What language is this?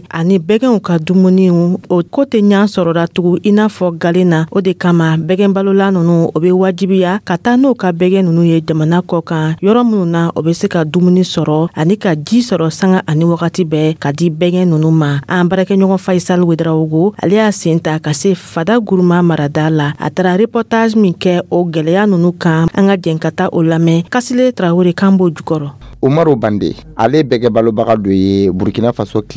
Dyula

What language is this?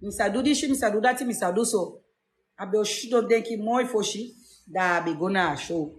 Sranan Tongo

